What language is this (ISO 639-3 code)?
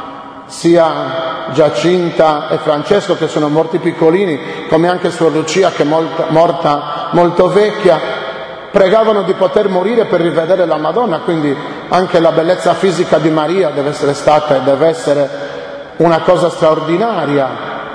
ita